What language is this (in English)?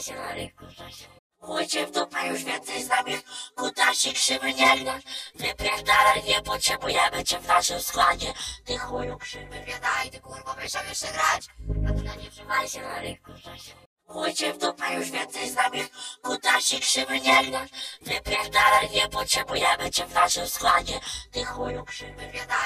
Polish